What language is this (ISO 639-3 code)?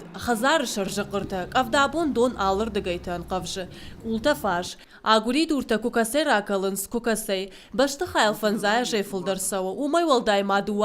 oss